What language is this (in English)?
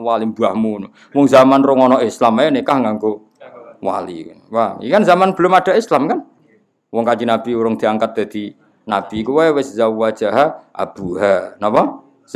Javanese